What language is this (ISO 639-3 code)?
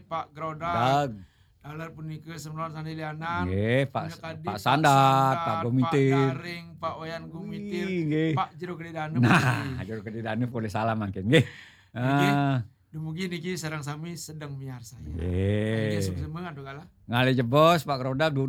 ban